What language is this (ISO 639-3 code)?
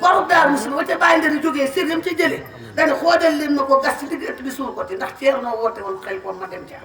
wol